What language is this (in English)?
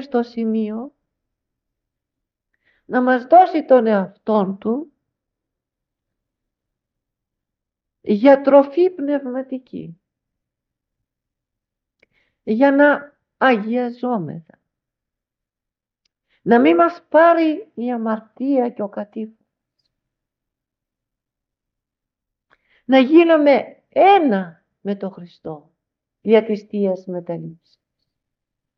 Greek